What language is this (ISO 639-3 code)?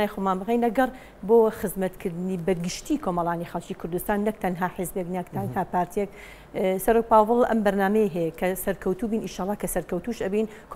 ckb